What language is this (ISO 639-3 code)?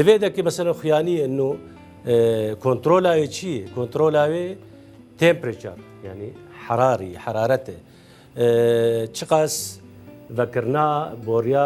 kur